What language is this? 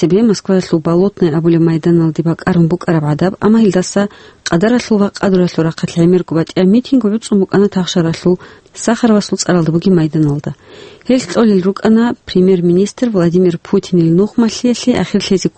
Avaric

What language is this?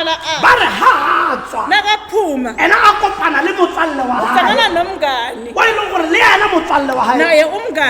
Southern Sotho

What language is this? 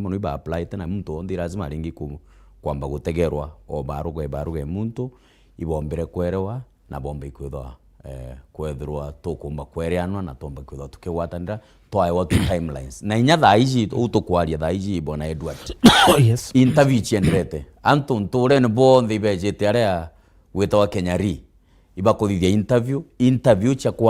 Meru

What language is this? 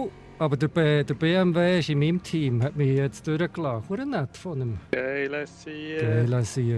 Swiss German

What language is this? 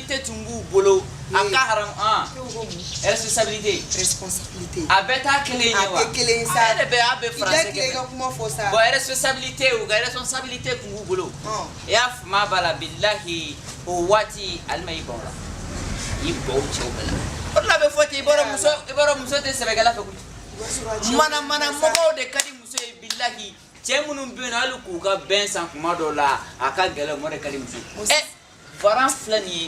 Bambara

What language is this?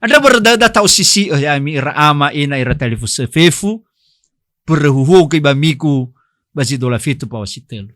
Nias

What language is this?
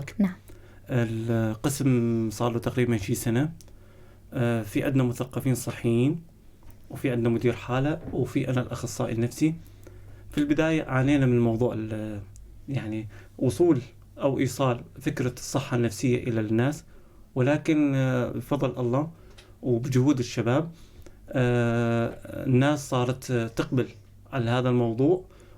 North Levantine Arabic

